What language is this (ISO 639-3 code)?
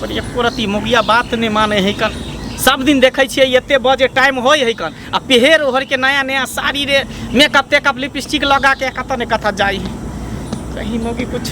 mai